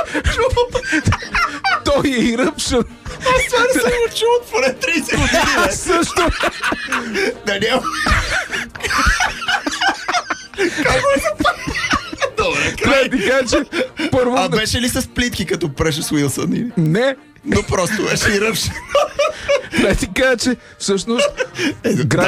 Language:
Bulgarian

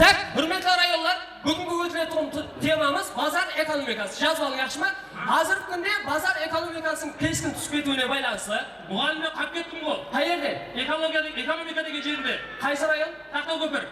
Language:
Kara-Kalpak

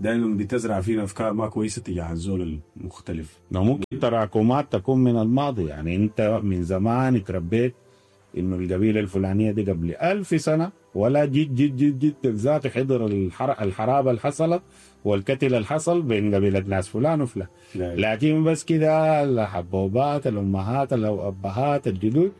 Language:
Sudanese Arabic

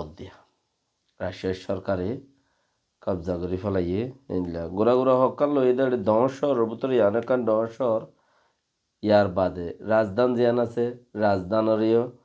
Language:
Rohingya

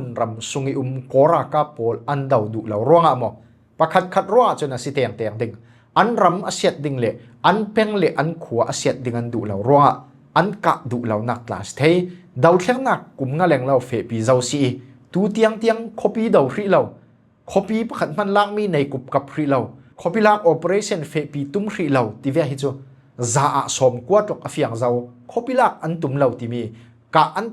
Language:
Falam Chin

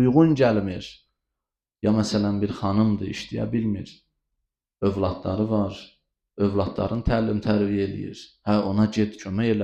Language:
Azerbaijani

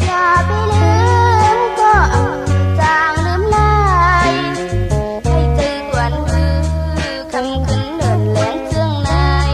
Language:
Shan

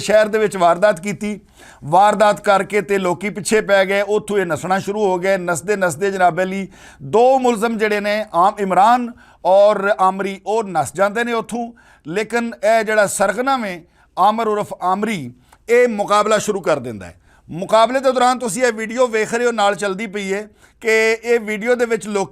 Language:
Western Panjabi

